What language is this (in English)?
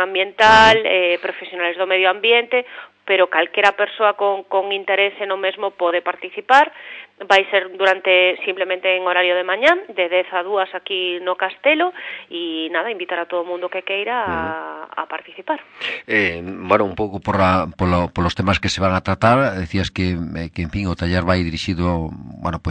Galician